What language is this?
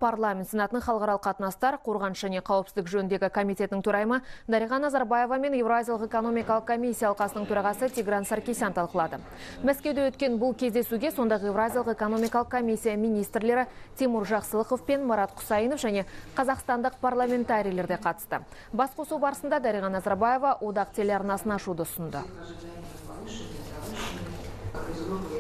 Kazakh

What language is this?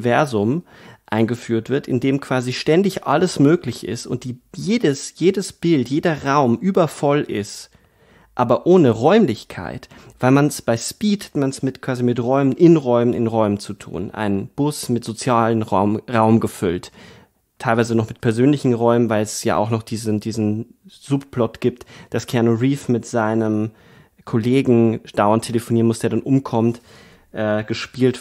German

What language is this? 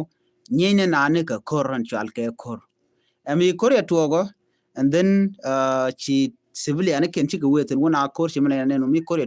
Nuer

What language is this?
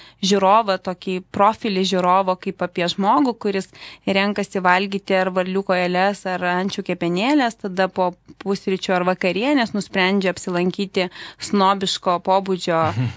Lithuanian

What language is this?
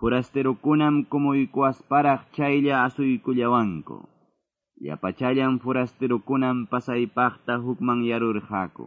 Quechua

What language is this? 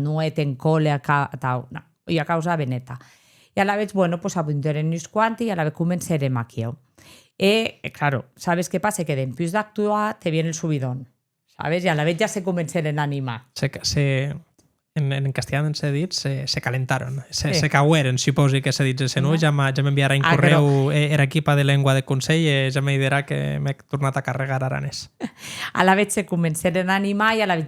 Occitan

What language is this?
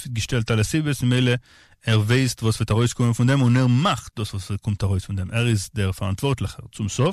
Yiddish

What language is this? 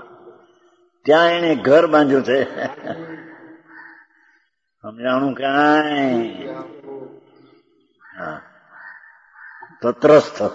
Gujarati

